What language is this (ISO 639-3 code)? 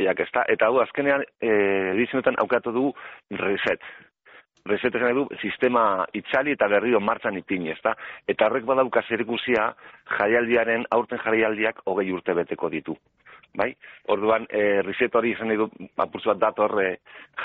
eus